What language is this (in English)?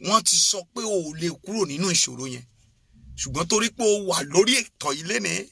Yoruba